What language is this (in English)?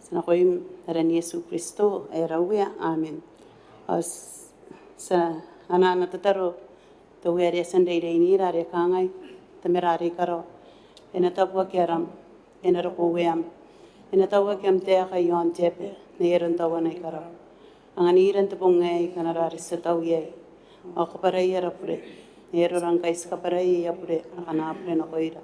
Gilbertese